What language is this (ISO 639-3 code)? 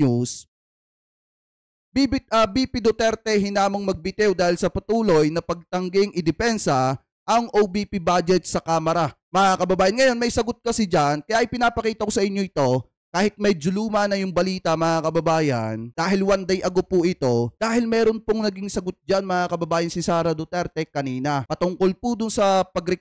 fil